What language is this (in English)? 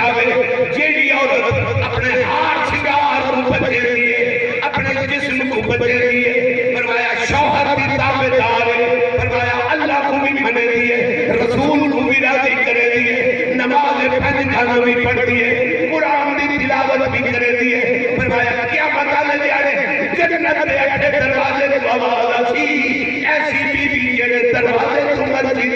Saraiki